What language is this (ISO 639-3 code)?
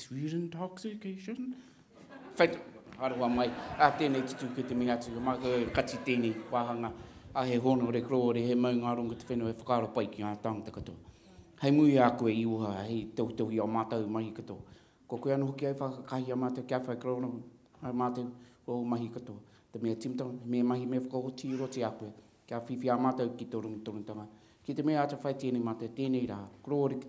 mri